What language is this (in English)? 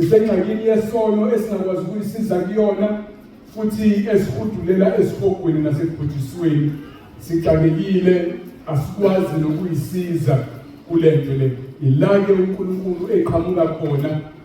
Zulu